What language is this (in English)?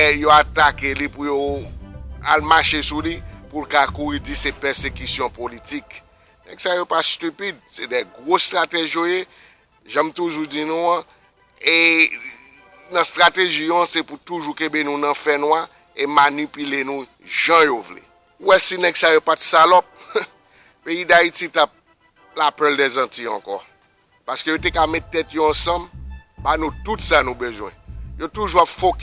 Haitian Creole